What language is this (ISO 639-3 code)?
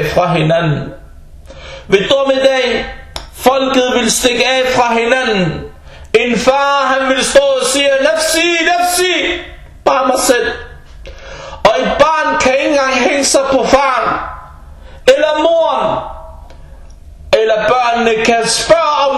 dan